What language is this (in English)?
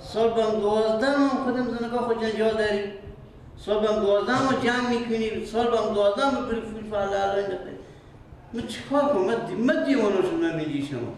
Persian